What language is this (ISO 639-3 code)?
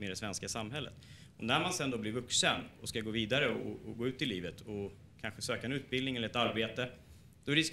swe